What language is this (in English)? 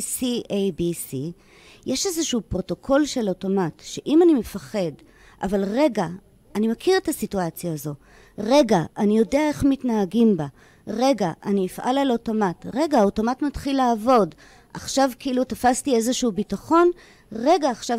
Hebrew